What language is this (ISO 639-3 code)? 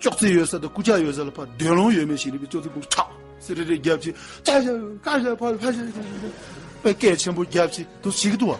bod